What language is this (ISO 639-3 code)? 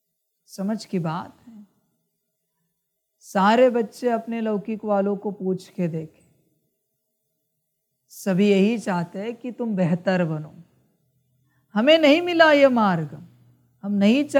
hin